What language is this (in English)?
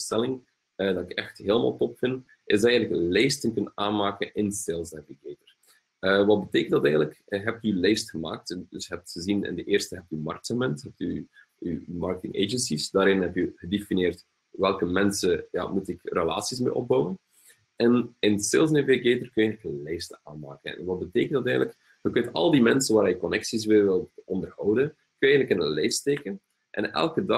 Dutch